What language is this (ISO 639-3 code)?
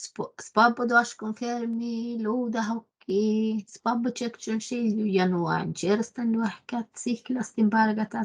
sme